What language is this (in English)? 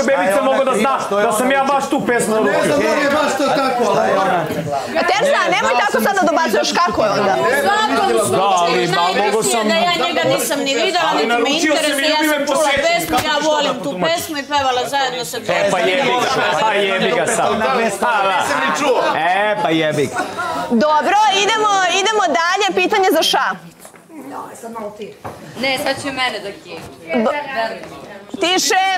Serbian